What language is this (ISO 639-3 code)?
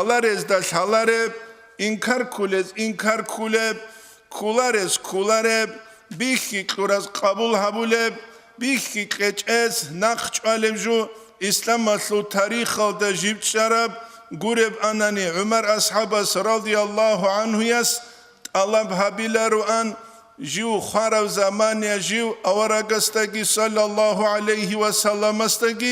ava